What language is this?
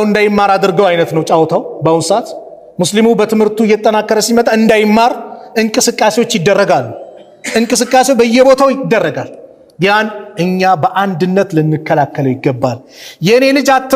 Amharic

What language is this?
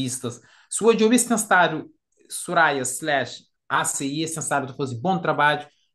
Kabuverdianu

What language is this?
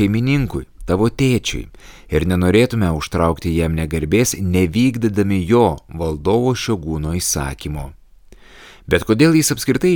Lithuanian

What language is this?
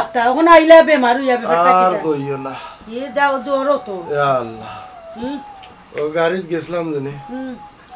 Sylheti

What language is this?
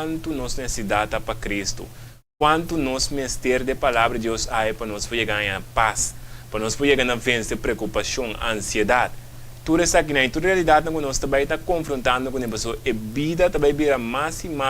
Papiamento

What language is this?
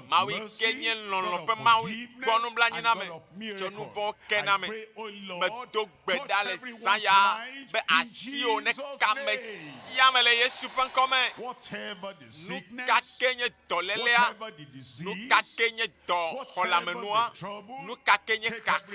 Ewe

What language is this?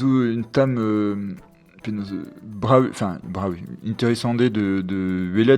Breton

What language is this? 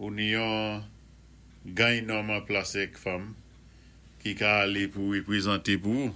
Saint Lucian Creole French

